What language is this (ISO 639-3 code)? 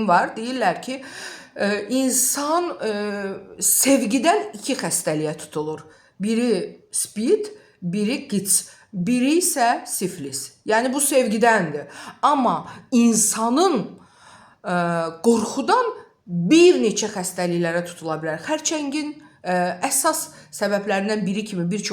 aze